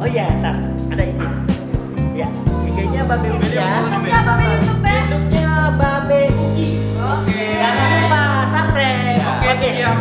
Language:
Betawi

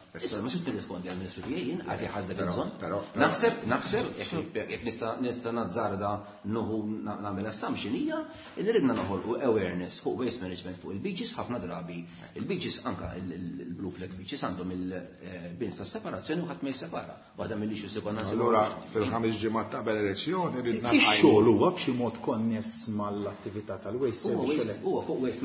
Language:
Maltese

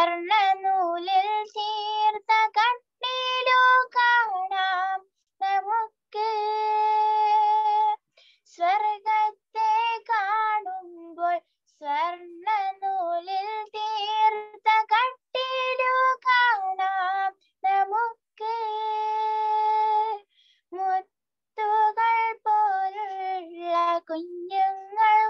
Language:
Malayalam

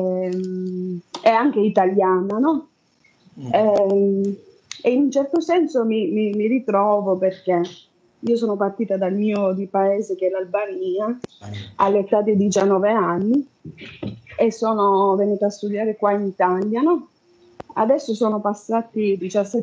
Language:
Italian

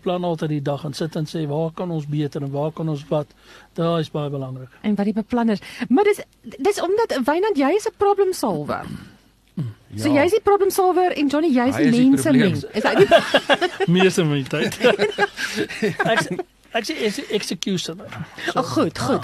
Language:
Afrikaans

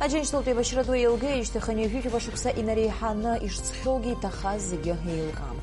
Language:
Abkhazian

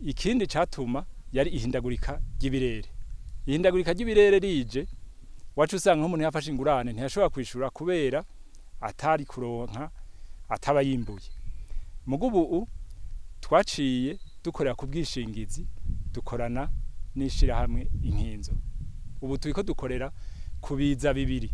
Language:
Rundi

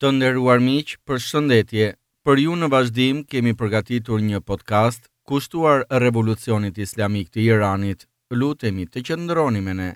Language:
Albanian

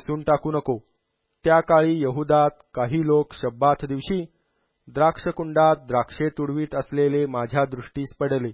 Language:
Marathi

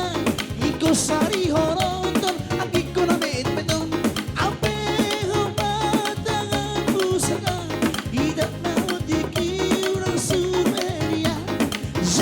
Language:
Batak Toba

